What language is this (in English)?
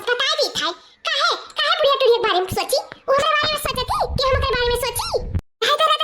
Awadhi